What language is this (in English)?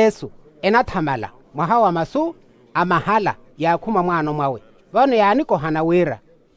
Makhuwa